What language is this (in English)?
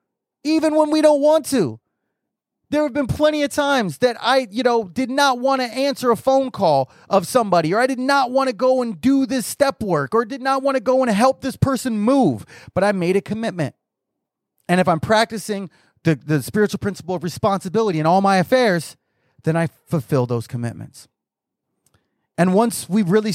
English